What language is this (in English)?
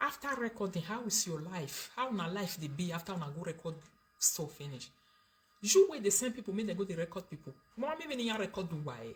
Nigerian Pidgin